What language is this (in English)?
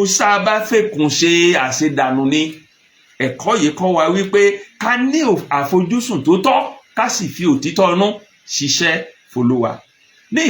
Yoruba